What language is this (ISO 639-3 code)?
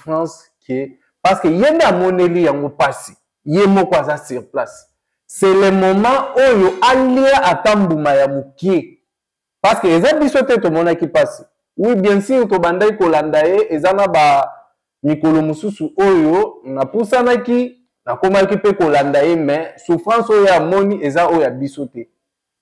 lin